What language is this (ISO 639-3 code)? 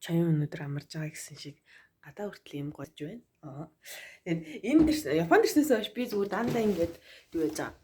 mon